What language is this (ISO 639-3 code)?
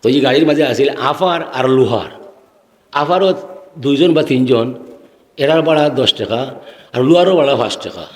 syl